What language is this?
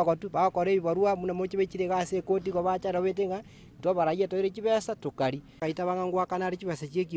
Gusii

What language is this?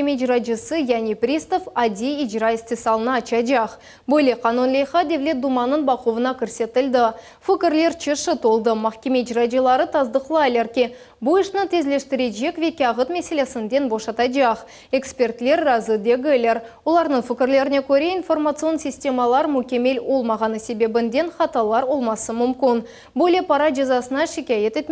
Crimean Tatar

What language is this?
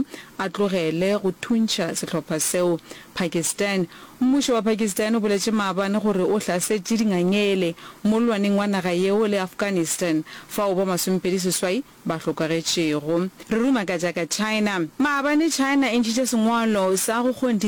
Northern Sotho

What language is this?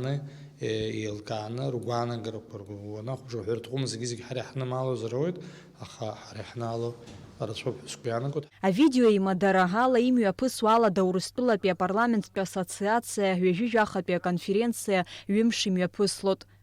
Abkhazian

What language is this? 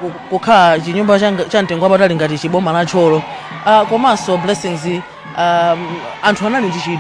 Nyanja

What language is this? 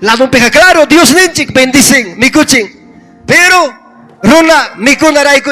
Ayacucho Quechua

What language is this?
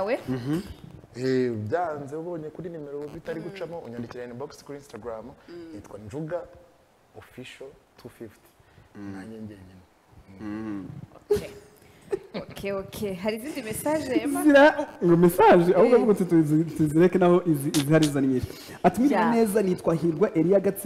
Kinyarwanda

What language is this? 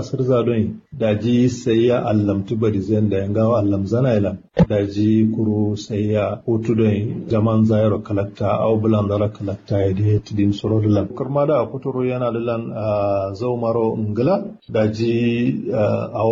Kanuri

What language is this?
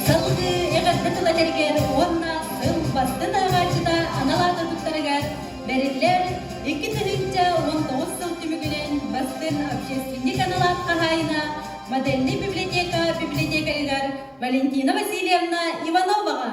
Yakut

